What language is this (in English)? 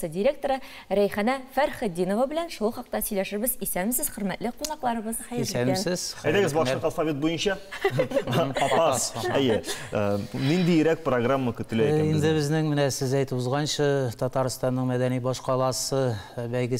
Tatar